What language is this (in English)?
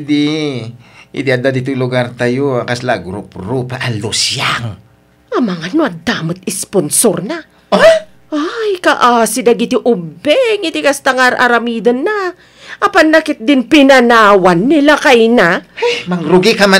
Iloko